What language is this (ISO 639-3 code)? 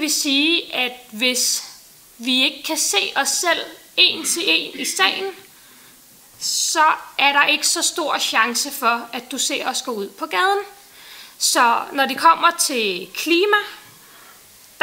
dan